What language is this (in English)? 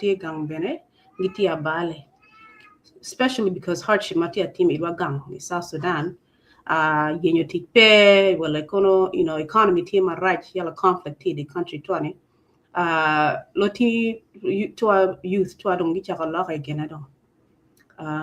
Acoli